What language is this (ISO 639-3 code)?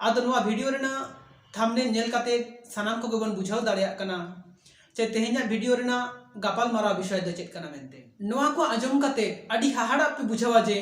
sat